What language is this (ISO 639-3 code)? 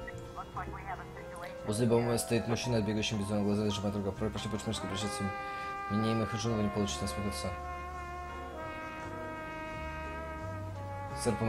rus